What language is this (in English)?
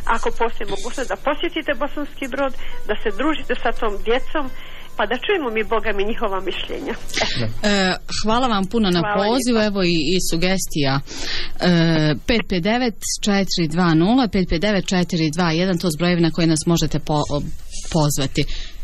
Bosnian